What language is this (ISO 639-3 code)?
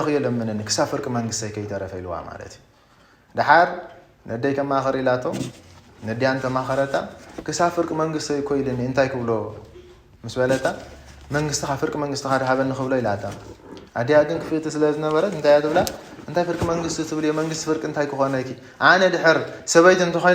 tir